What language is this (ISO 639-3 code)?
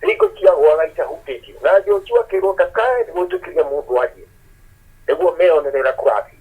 kik